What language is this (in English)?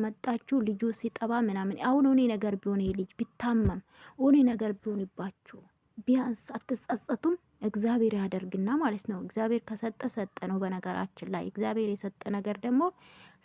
Amharic